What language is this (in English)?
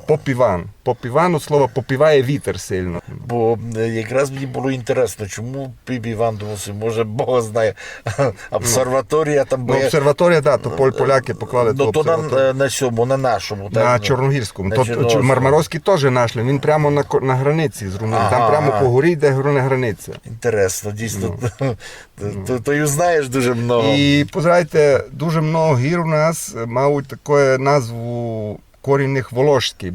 Rusyn